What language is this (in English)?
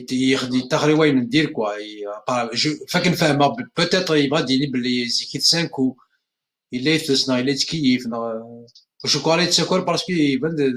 Kabyle